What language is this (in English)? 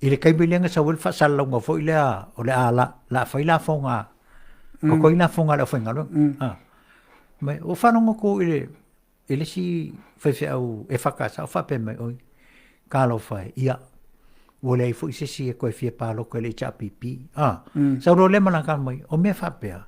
Samoan